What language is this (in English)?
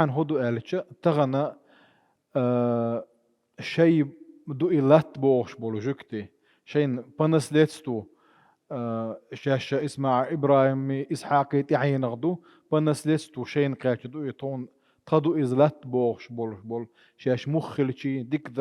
Chechen